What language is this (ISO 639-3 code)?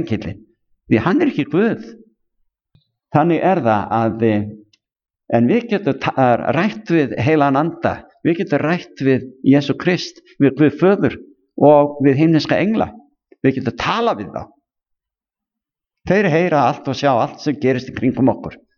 isl